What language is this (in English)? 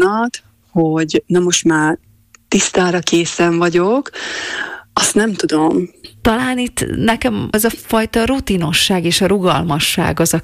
Hungarian